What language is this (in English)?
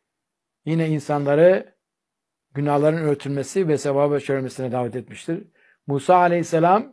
Turkish